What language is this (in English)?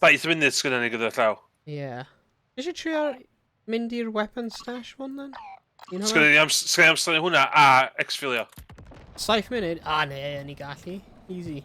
Welsh